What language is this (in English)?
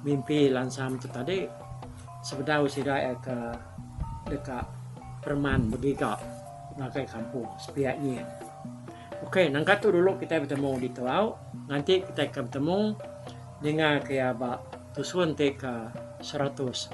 Iban